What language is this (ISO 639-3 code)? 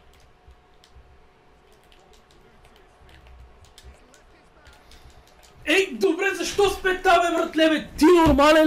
bul